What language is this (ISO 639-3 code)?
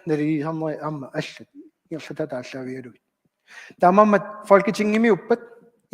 kal